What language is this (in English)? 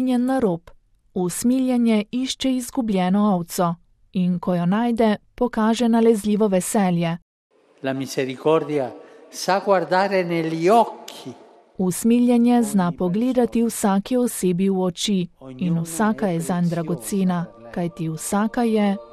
Slovenian